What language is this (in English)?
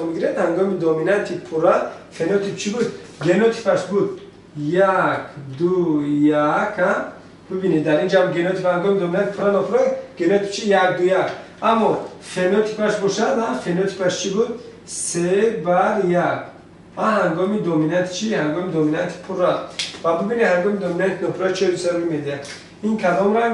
Tajik